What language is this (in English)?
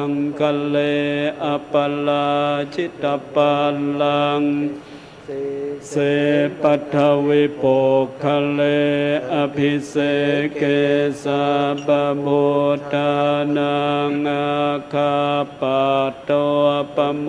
Pali